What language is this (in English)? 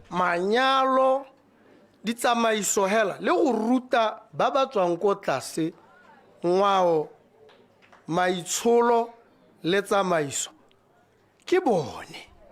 Tswana